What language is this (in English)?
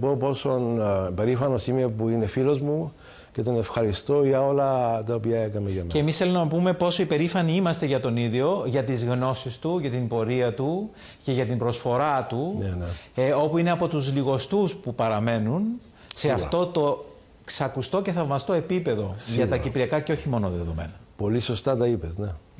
Greek